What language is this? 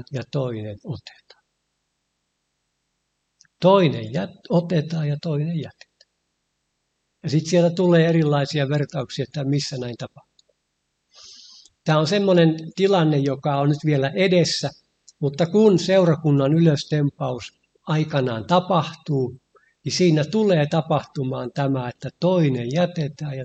Finnish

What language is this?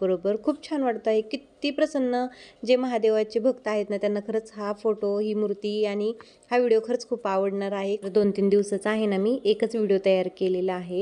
Marathi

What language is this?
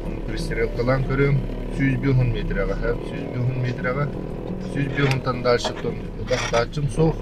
Yakut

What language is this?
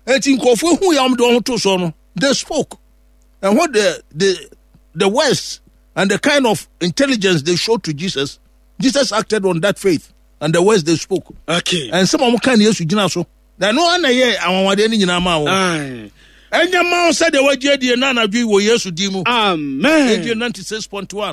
Akan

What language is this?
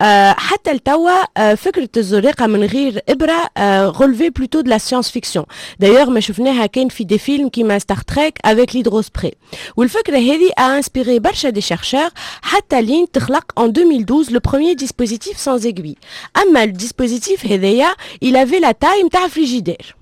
Tunisian Arabic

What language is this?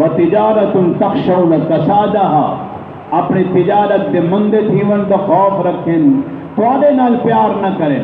Saraiki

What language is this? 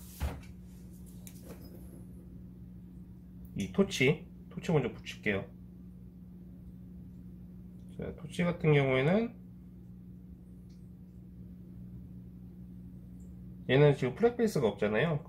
Korean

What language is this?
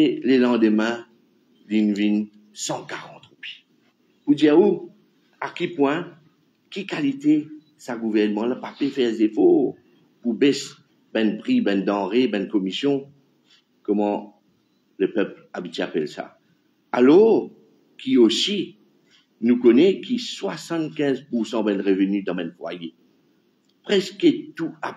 Morisyen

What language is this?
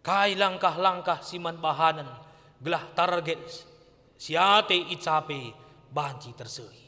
Batak Karo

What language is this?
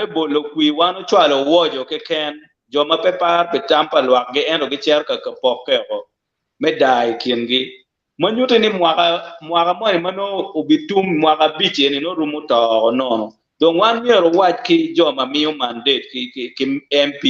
Acoli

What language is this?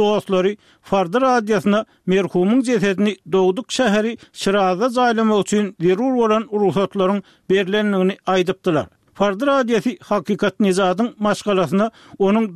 Turkmen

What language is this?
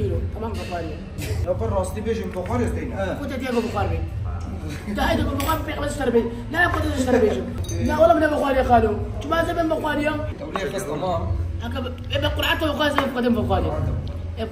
Kurdish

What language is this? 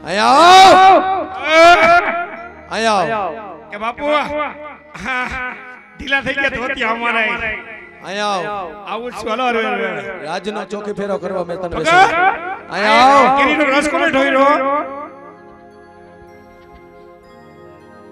Gujarati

